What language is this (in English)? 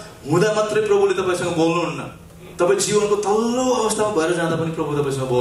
Nepali